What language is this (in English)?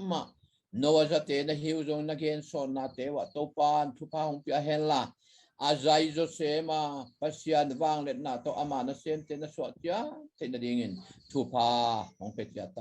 Tedim Chin